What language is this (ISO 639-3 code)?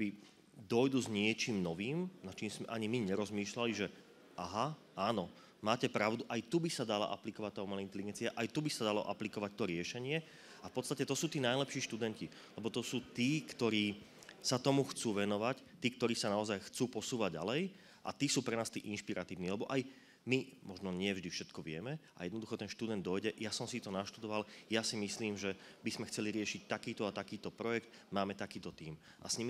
slk